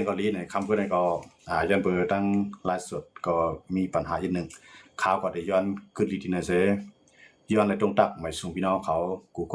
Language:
Shan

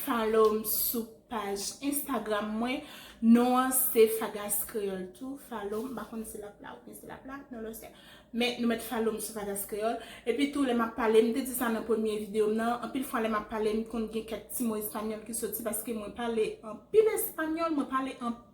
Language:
Haitian Creole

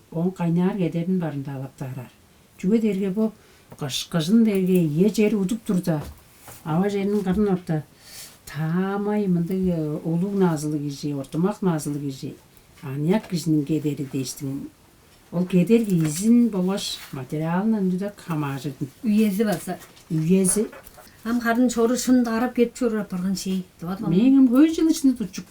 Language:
Tuvinian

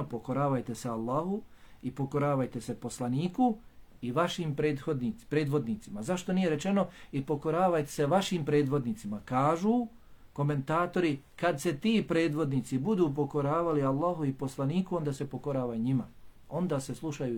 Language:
Bosnian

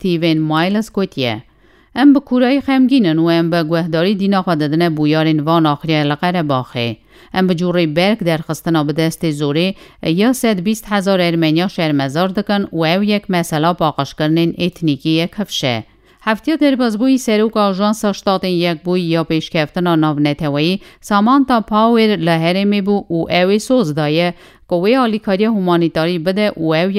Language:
Kurdish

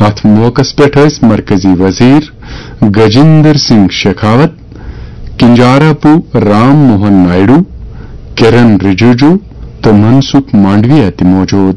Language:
Kashmiri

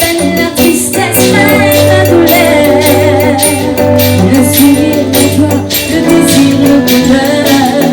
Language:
Réunion Creole French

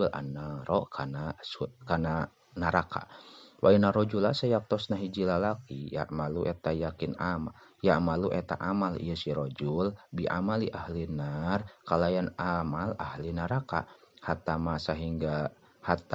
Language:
Sundanese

